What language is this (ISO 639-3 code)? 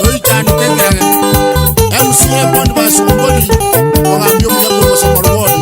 guz